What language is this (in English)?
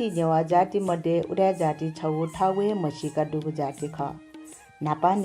Newari